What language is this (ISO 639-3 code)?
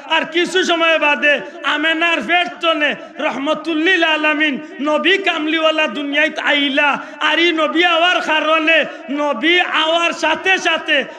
syl